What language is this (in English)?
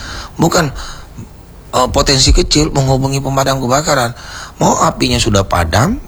Indonesian